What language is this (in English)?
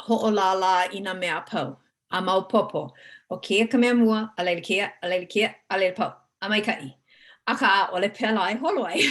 Hawaiian